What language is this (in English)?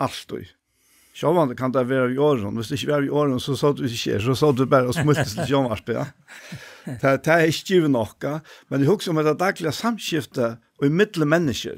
Faroese